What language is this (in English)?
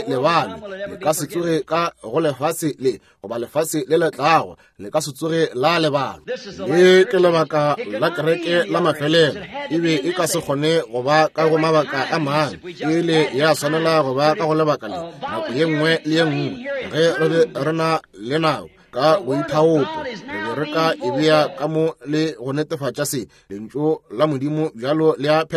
Northern Sotho